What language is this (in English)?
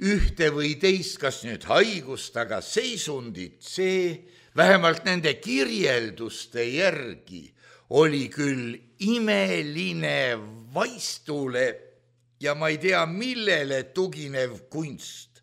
Estonian